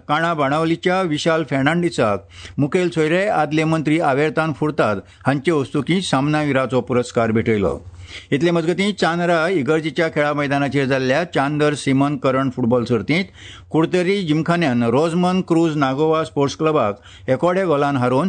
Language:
Konkani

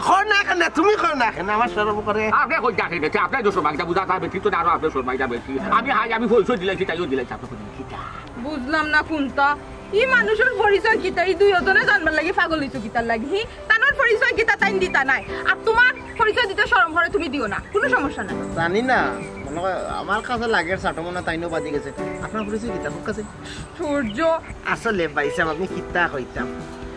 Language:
Sylheti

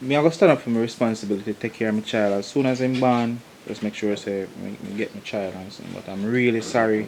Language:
Jamaican Creole English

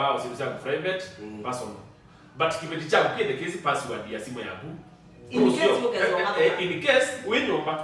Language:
Kamba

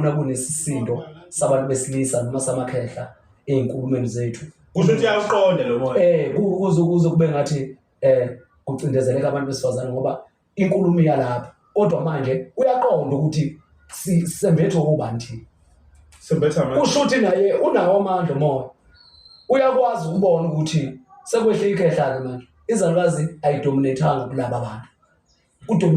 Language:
Zulu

